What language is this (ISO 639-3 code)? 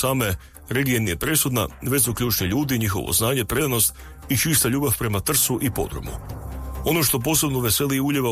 hrv